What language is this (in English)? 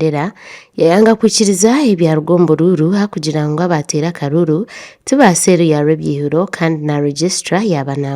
Nyankole